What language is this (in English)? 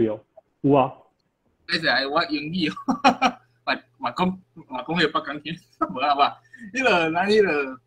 Min Nan Chinese